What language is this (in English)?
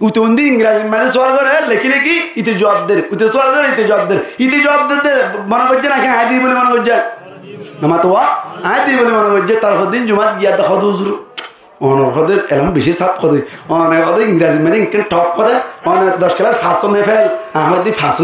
Rohingya